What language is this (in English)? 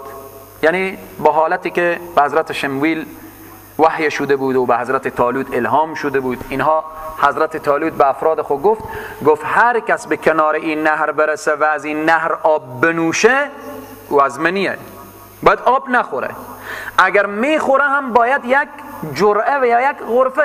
Persian